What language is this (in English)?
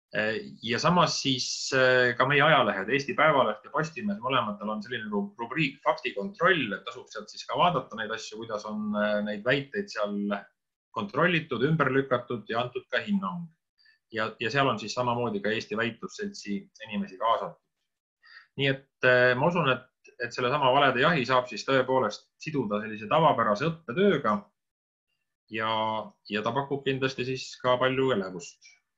Estonian